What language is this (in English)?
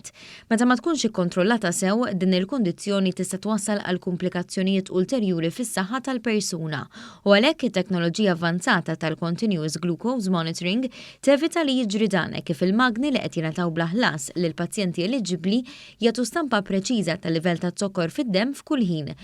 Maltese